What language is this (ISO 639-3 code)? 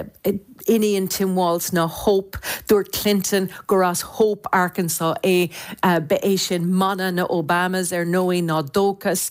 gle